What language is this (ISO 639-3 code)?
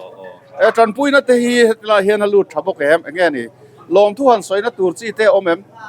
lus